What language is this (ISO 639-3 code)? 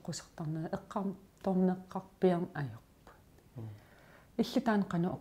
kal